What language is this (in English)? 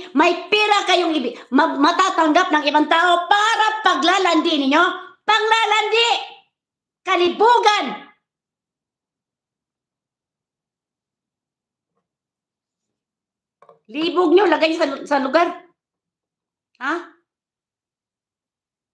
Filipino